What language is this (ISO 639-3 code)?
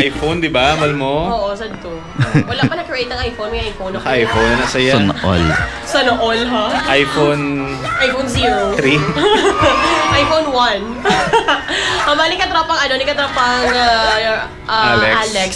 fil